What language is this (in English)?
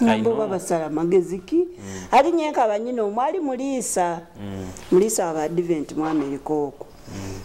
Nyoro